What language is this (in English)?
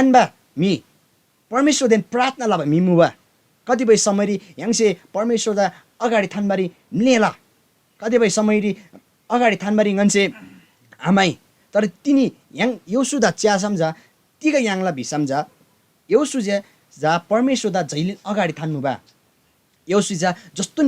Eastern Tamang